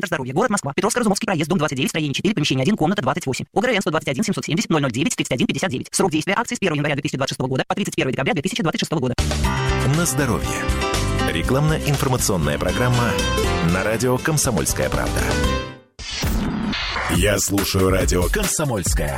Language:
Russian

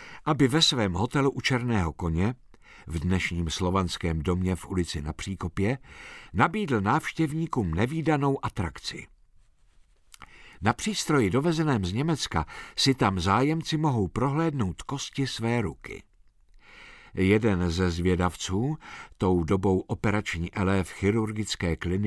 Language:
Czech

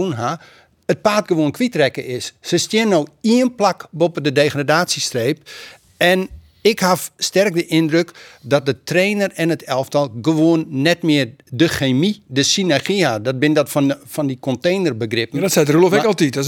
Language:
Western Frisian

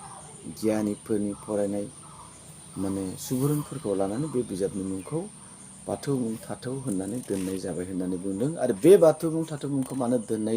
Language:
Bodo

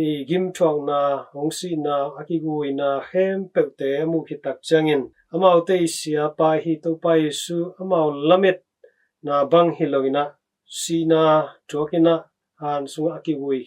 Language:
Tedim Chin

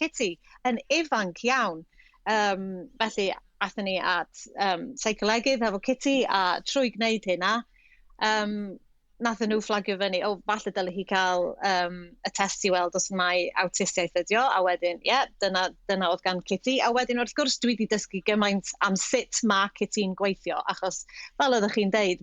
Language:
Welsh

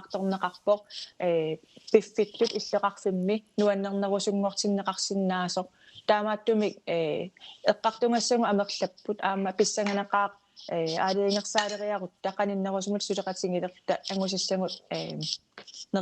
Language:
Kalaallisut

